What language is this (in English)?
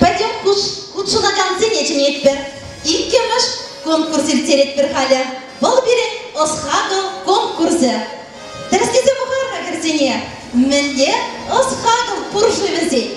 Chuvash